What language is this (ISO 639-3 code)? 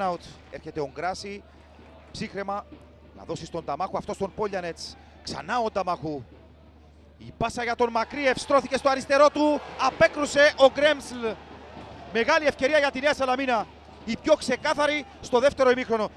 ell